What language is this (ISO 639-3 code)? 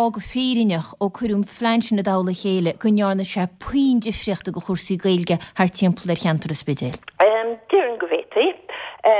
gle